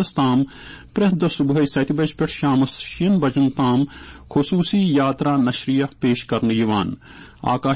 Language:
Kashmiri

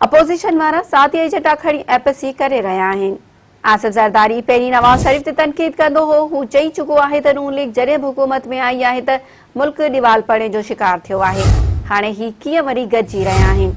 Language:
Sindhi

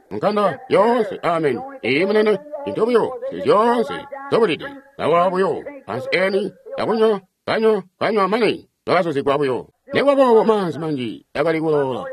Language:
Tonga (Zambia)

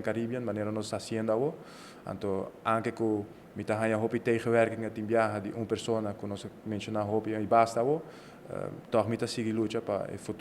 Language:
Papiamento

